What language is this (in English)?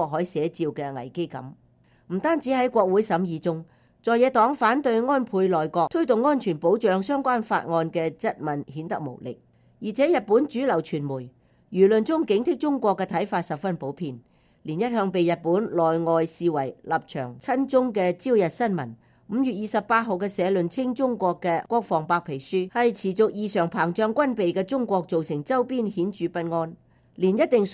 Cantonese